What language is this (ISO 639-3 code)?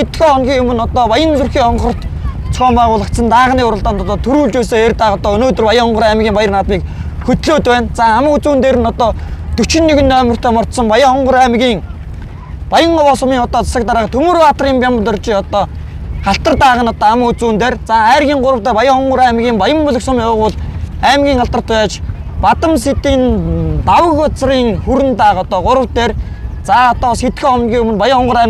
mon